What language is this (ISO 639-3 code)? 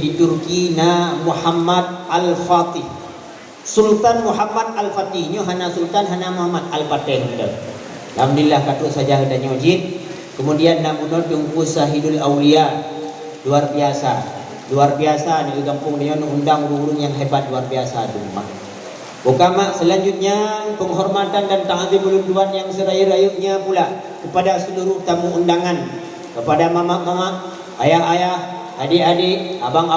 ace